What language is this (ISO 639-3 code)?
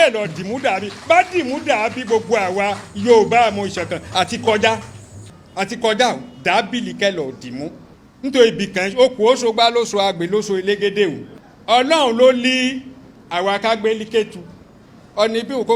yor